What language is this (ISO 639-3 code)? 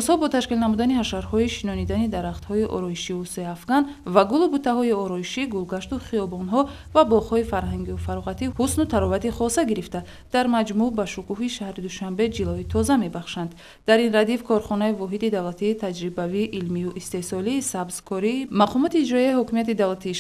tgk